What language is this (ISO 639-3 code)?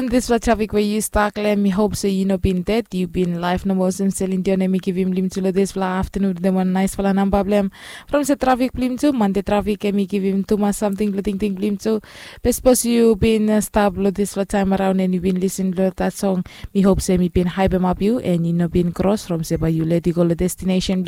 bis